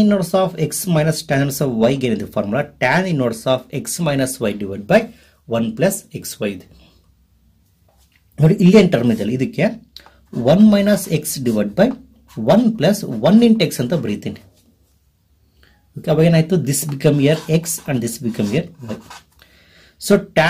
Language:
Kannada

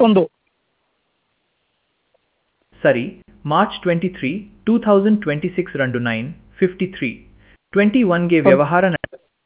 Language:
Kannada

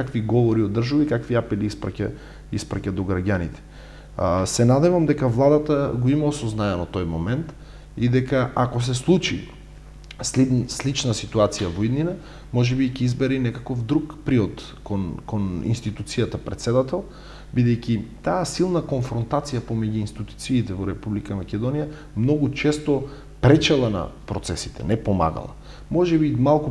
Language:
Macedonian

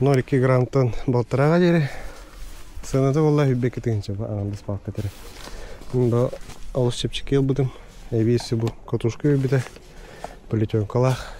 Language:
Yakut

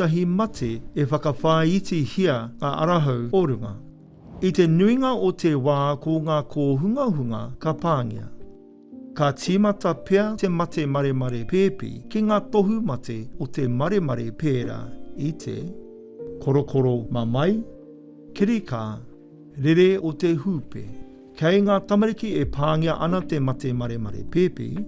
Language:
Māori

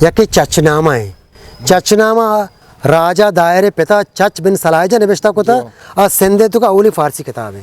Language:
Eastern Balochi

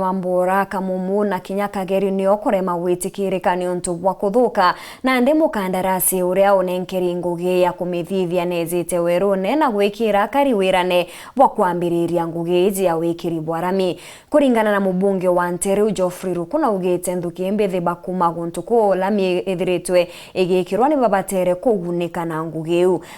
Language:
Meru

